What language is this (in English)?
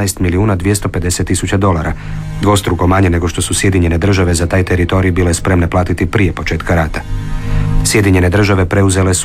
Croatian